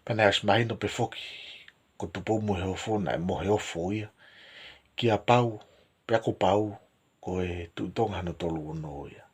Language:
Tongan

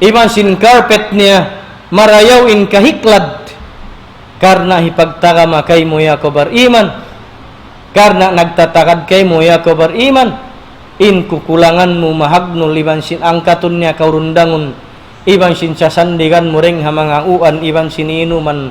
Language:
Tausug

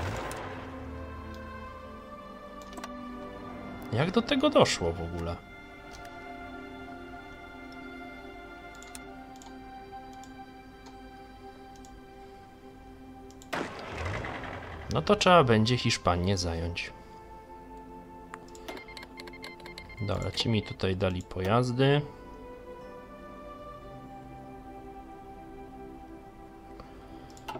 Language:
Polish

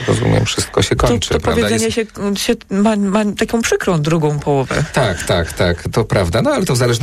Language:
Polish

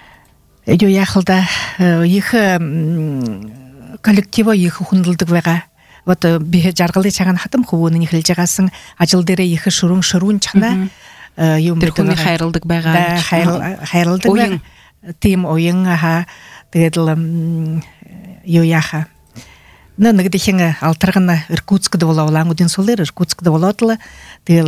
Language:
Buriat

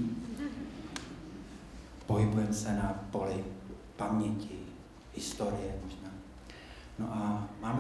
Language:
Czech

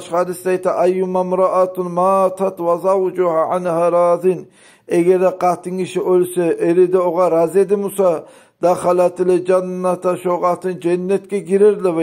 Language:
Kumyk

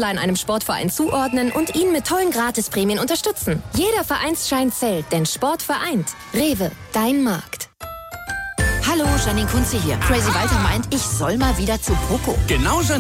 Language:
German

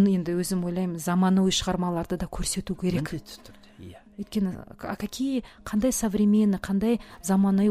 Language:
Kazakh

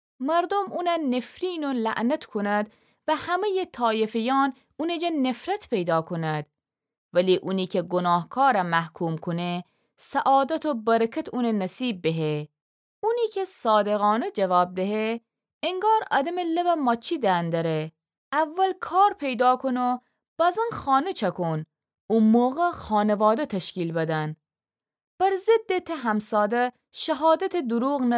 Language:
Gilaki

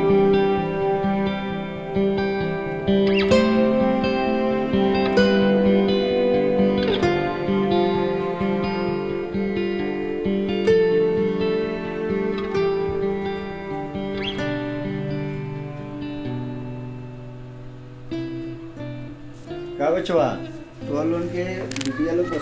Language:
Bhojpuri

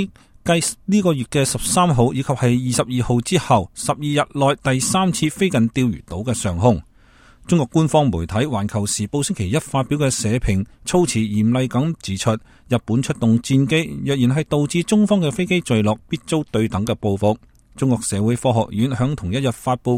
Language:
Cantonese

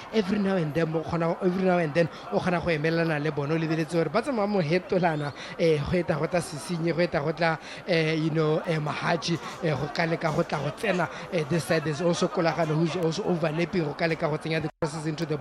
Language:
Tswana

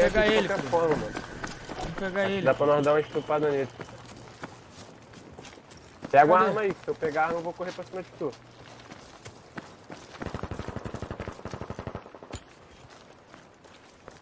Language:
Portuguese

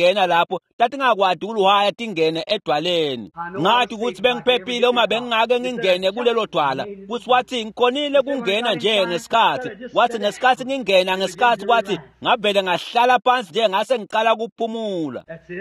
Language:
Swati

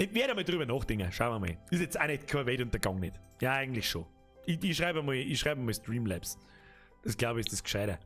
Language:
Bavarian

